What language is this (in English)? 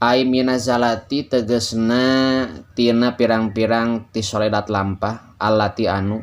Sundanese